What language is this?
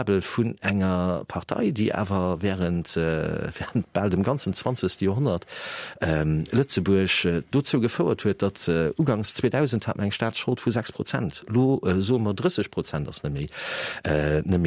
Luxembourgish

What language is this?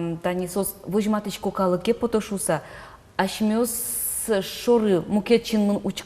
Udmurt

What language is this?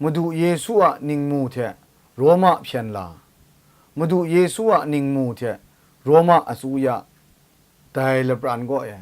Kachin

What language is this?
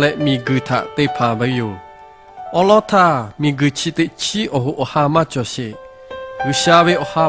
Lahu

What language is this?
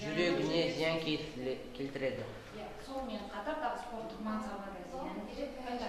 Kazakh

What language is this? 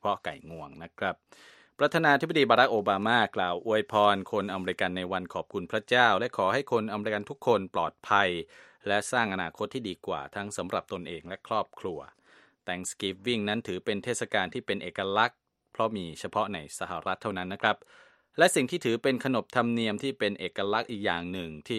Thai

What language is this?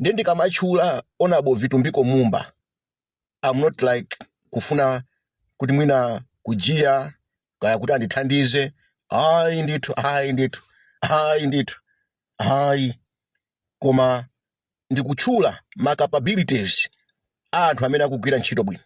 Nyanja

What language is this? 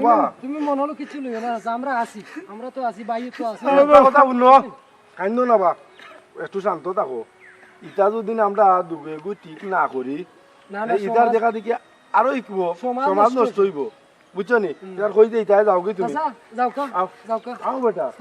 Sylheti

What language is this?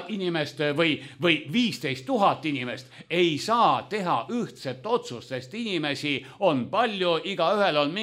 Estonian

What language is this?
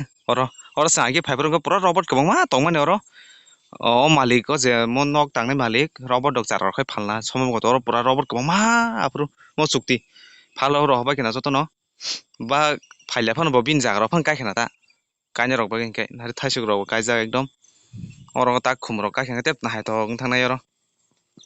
Kok Borok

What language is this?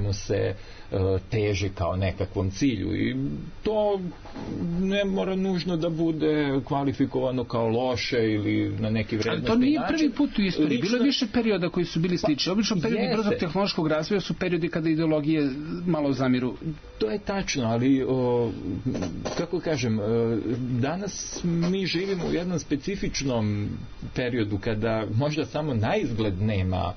Serbian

